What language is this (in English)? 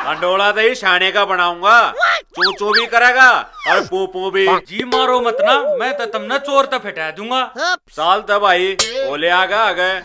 Haryanvi